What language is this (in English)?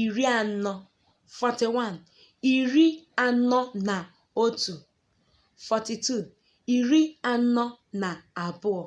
Igbo